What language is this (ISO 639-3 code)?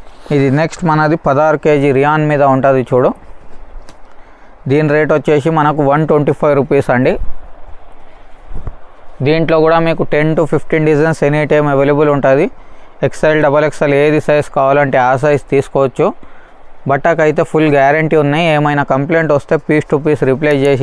tel